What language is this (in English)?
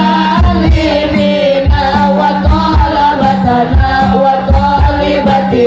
Sundanese